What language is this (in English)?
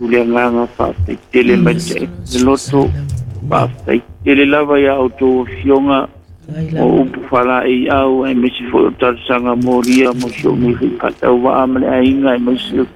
Samoan